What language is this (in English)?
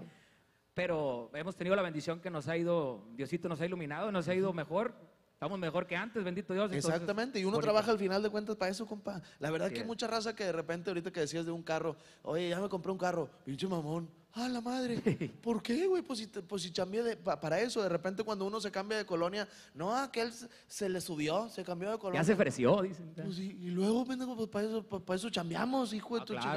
Spanish